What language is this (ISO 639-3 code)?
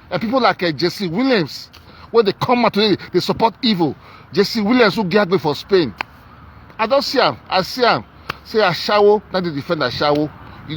pcm